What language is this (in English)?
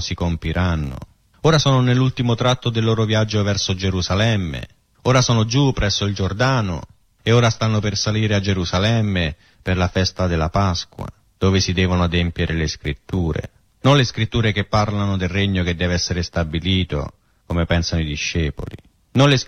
Italian